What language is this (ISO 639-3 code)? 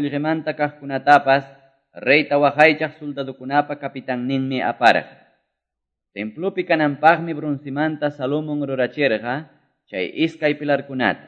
que